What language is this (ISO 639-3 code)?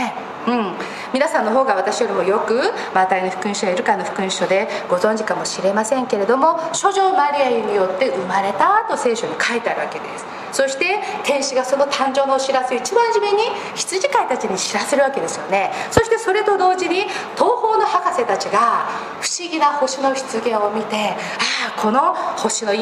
jpn